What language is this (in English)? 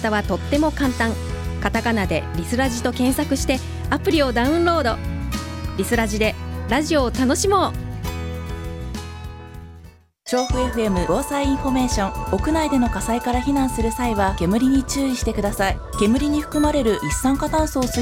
Japanese